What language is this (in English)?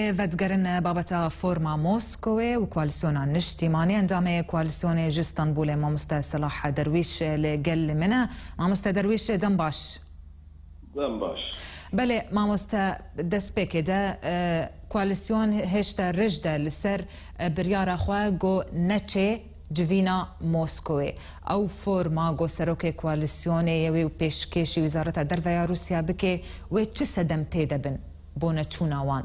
Kurdish